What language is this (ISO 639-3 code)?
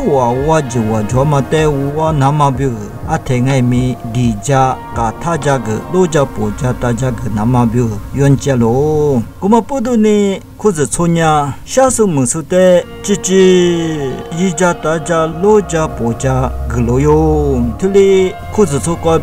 lis